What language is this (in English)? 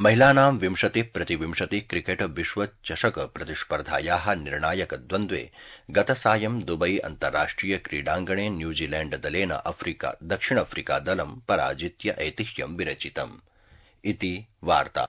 Sanskrit